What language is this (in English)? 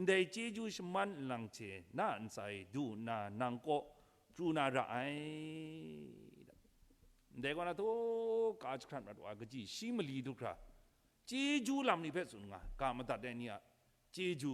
Kachin